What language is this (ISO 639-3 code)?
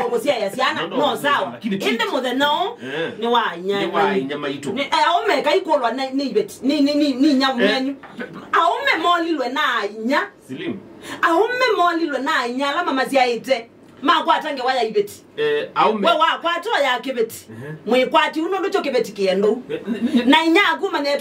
kam